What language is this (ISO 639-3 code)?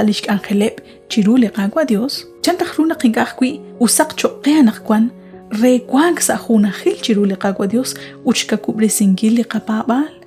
kek